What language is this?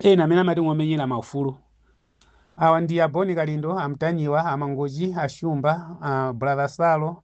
Nyanja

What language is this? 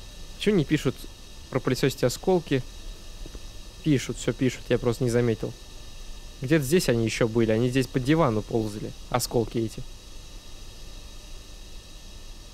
Russian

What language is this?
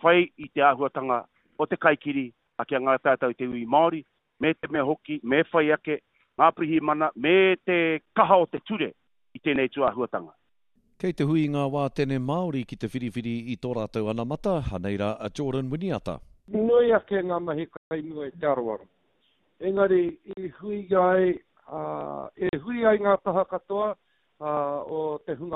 Māori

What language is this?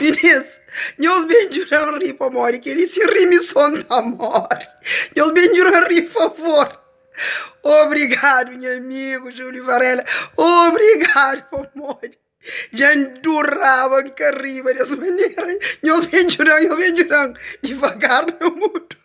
Kabuverdianu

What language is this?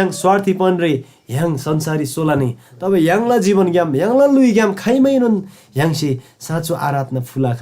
Eastern Tamang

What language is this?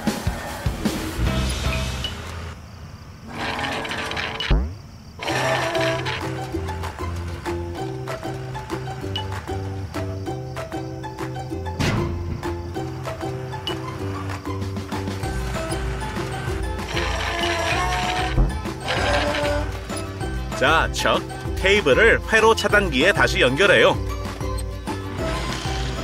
Korean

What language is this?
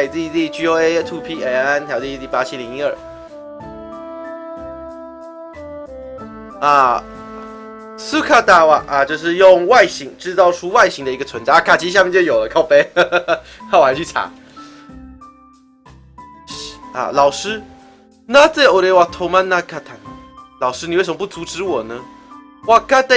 Chinese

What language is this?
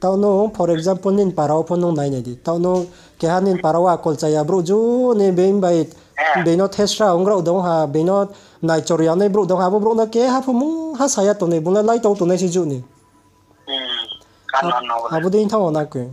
Riang (India)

